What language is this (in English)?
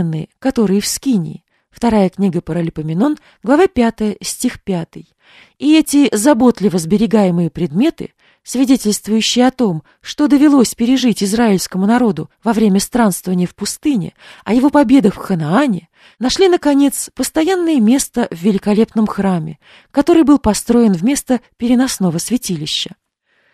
Russian